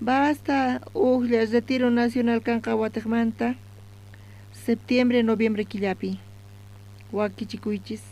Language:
South Bolivian Quechua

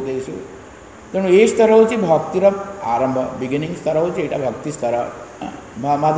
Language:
Odia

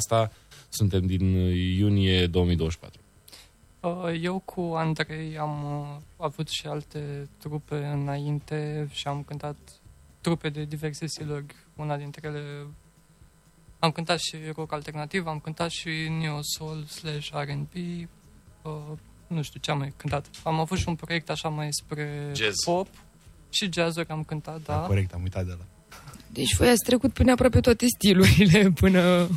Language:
Romanian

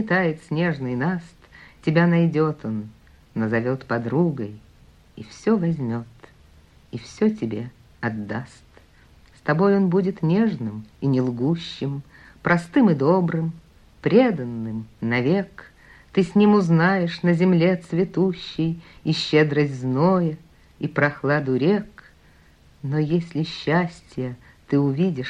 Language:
Russian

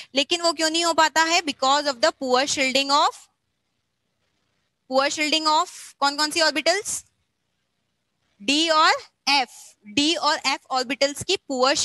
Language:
Hindi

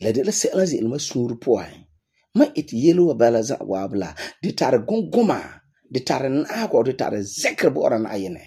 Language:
Frafra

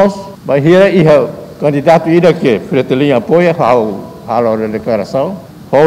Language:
Tetum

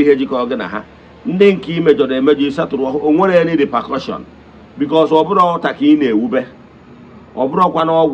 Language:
Igbo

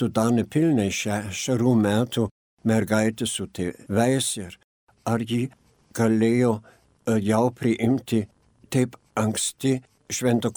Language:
Lithuanian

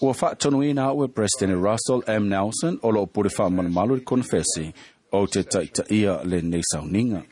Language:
Samoan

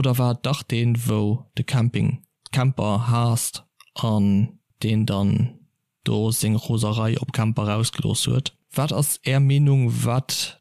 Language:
Luxembourgish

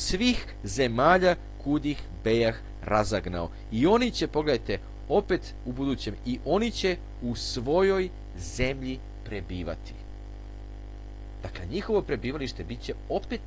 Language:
Serbian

